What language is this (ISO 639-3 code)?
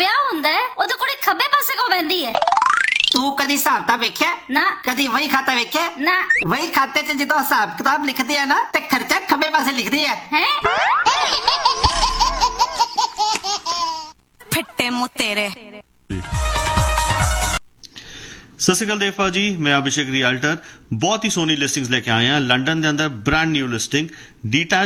pan